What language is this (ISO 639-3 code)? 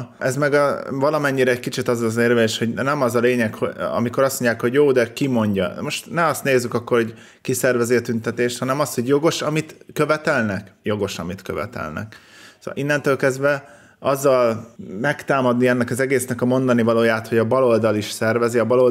hun